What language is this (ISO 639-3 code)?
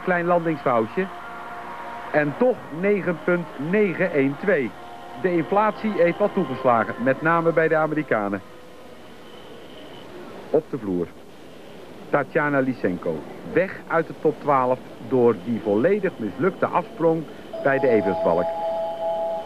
nld